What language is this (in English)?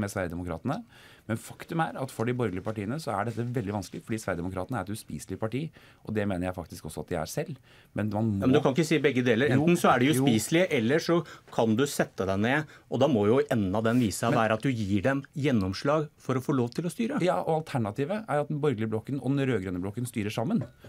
Norwegian